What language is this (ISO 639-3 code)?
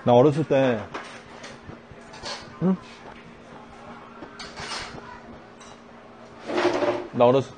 kor